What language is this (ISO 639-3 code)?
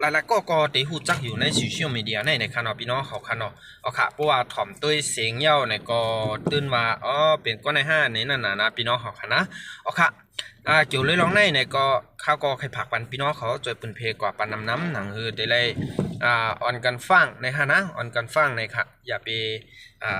shn